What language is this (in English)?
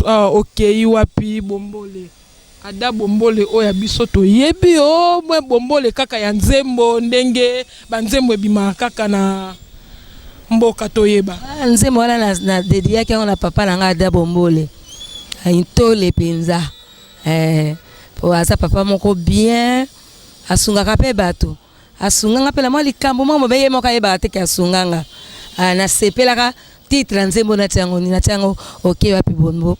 Lingala